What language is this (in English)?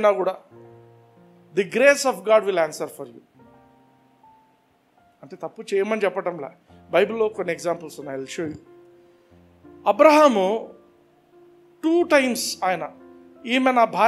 Telugu